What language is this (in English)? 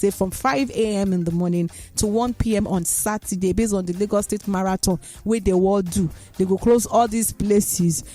Nigerian Pidgin